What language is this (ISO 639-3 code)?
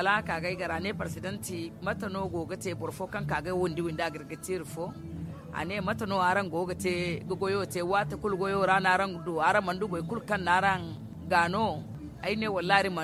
dje